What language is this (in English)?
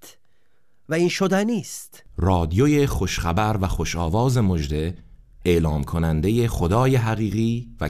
Persian